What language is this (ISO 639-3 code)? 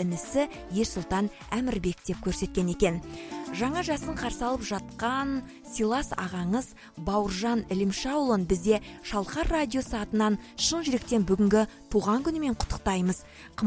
kaz